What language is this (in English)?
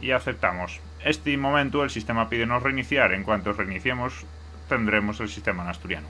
Asturian